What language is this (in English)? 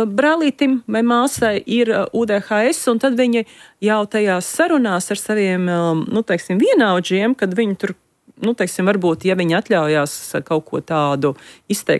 Latvian